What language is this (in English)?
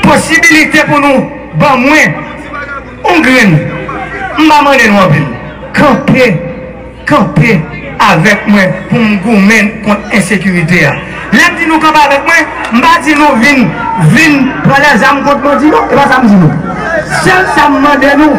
Haitian Creole